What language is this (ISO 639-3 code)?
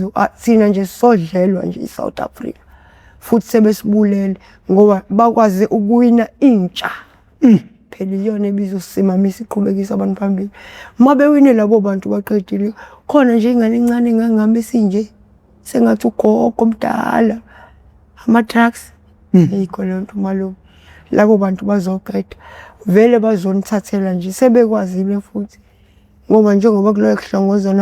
zul